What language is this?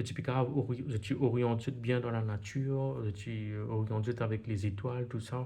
Morisyen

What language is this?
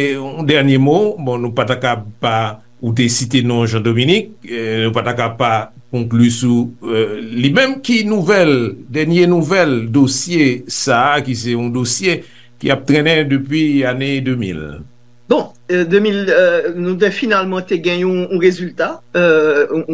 Haitian Creole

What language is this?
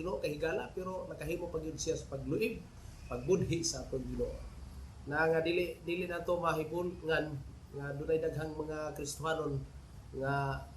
Cebuano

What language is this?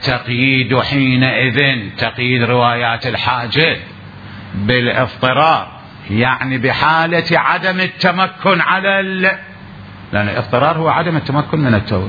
Mesopotamian Arabic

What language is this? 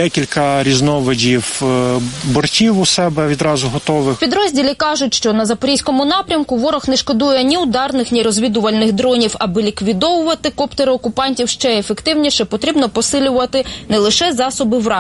Ukrainian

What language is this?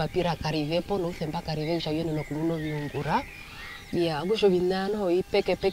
Herero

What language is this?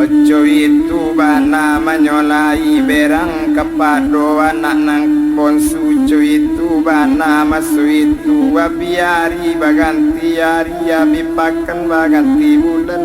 Minangkabau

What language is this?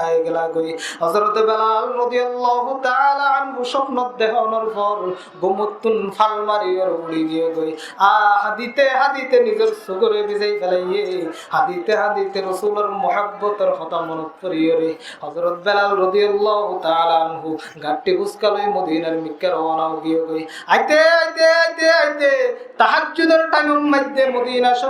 Rohingya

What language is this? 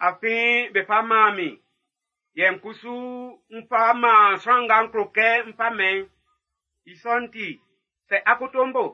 Baoulé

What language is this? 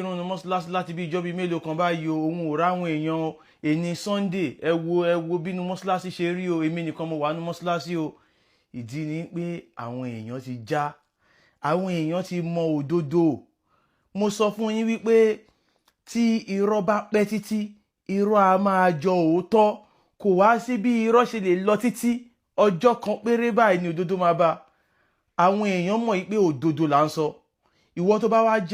Yoruba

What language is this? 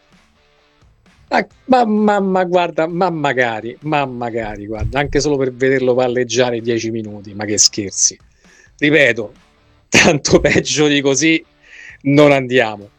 Italian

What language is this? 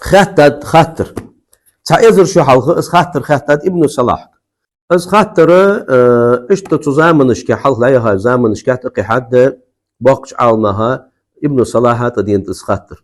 Ingush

